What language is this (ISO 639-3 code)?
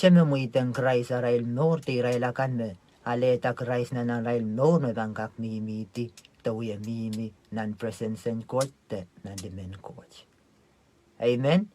pon